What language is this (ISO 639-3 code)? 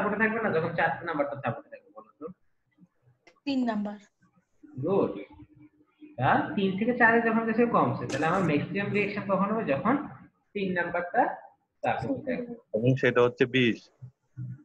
ben